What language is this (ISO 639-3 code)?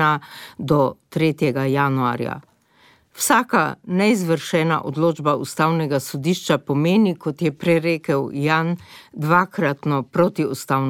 slv